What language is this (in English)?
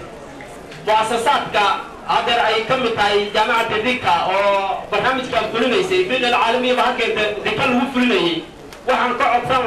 Somali